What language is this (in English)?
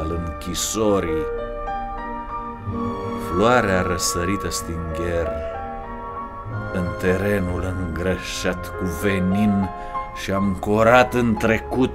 Romanian